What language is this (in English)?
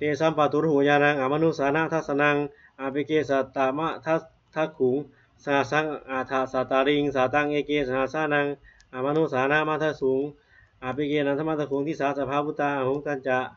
Pali